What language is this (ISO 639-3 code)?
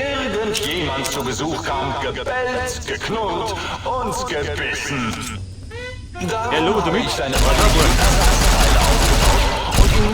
bar